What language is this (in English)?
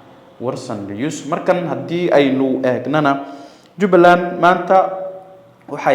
Somali